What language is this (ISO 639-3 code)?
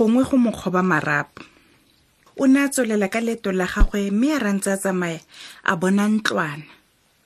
tsn